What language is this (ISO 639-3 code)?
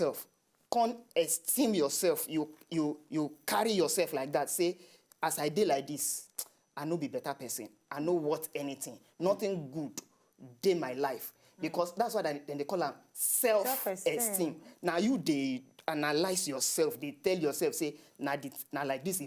pcm